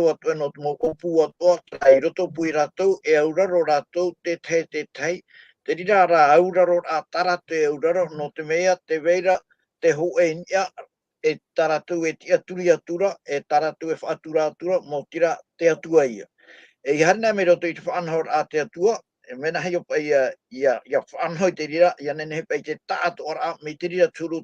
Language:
Tahitian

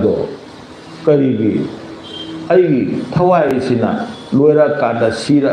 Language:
Manipuri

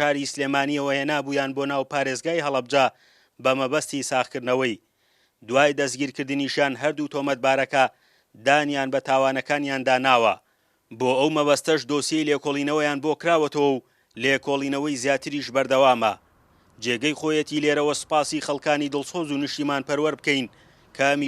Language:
Central Kurdish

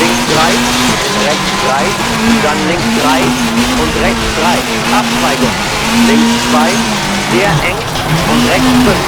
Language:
Bavarian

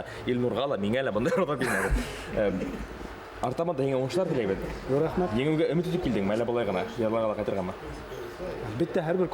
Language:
Bashkir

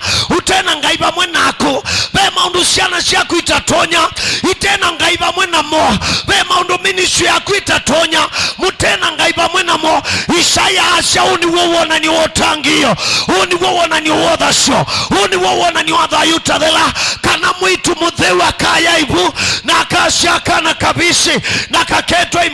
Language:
Kamba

